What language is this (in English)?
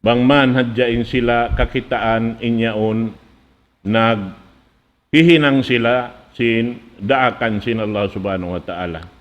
Tausug